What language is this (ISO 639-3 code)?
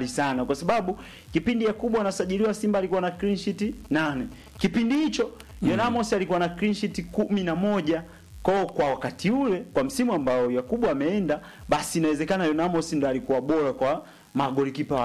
swa